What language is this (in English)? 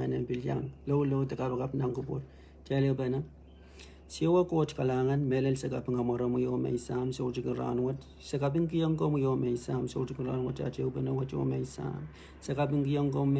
Pohnpeian